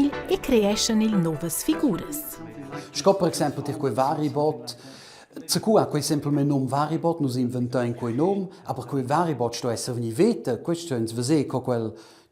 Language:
Romansh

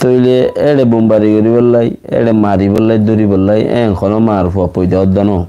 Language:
Rohingya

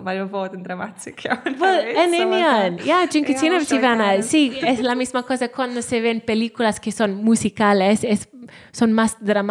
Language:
Welsh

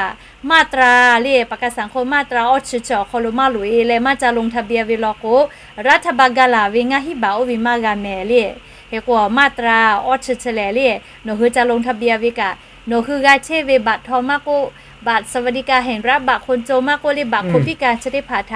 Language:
Lahu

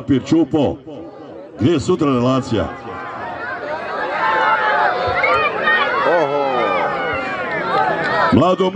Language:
Croatian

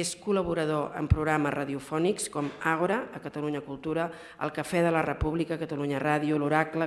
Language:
Catalan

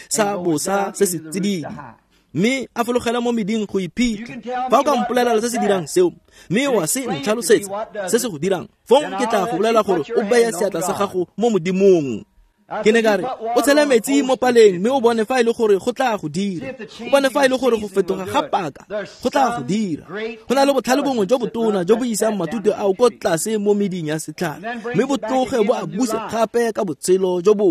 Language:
Tswana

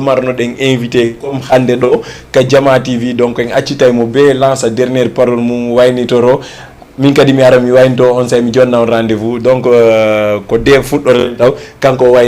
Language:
Fula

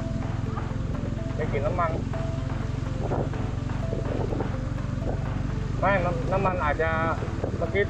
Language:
Thai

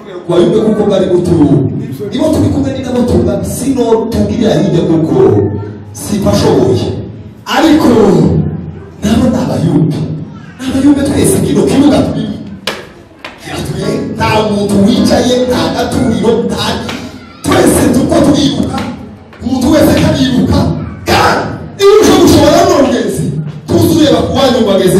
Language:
Kinyarwanda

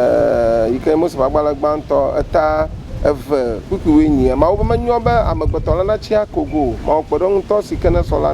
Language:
Ewe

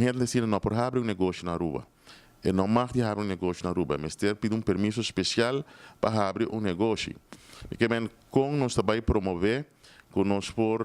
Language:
Papiamento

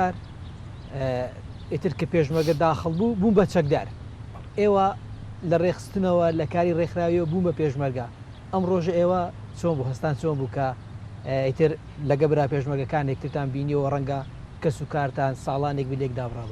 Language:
Central Kurdish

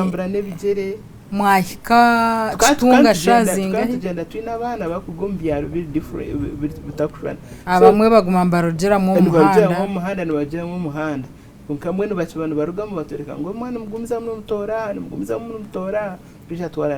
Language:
Nyankole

